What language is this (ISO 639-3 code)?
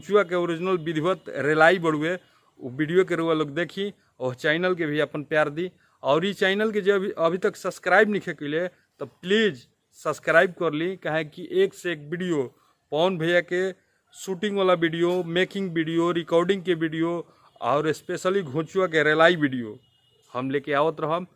bho